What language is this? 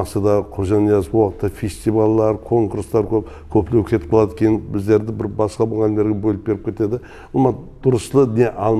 Kara-Kalpak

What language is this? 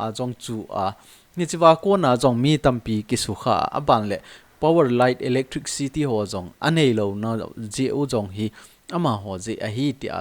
Thado Chin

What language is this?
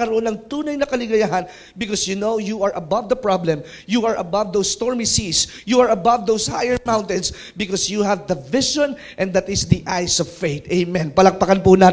Filipino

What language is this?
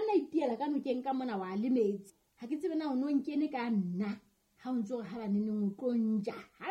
Southern Sotho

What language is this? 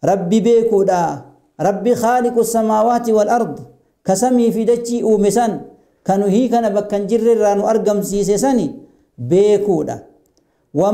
Oromo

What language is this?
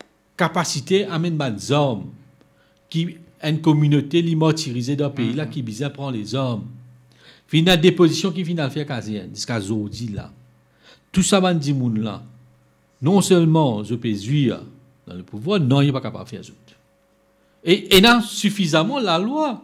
Morisyen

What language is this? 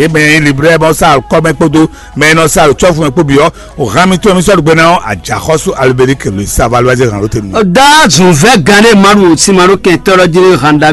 Fon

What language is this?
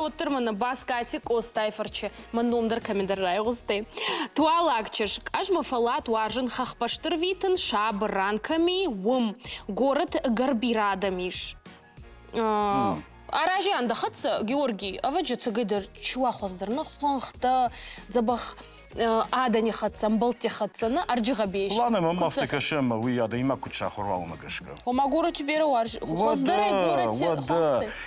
Ossetic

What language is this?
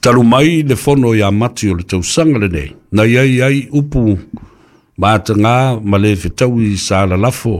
Samoan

